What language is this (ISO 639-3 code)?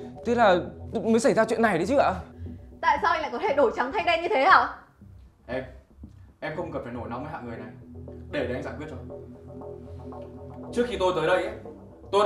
vie